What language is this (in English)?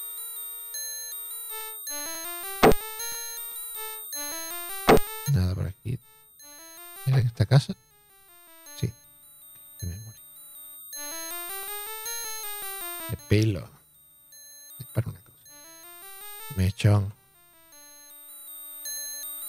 Spanish